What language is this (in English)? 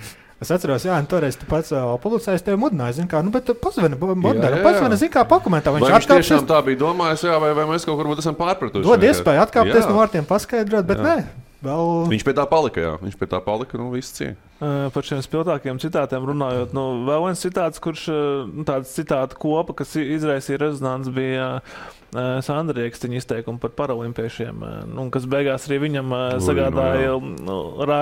Latvian